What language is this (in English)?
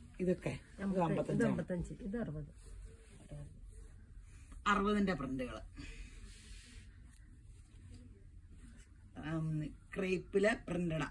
Malayalam